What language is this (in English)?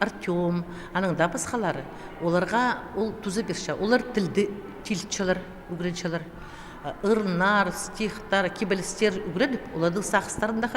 Khakas